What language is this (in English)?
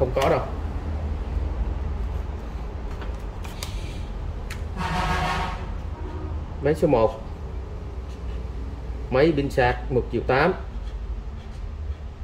Vietnamese